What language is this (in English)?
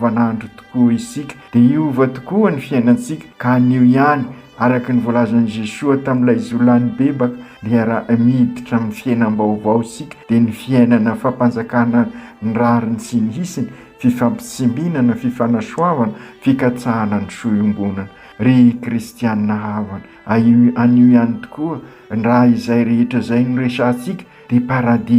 Malagasy